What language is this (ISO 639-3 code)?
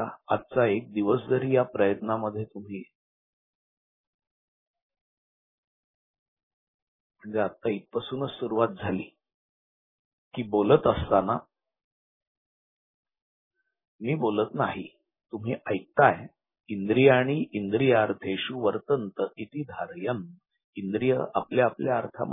mar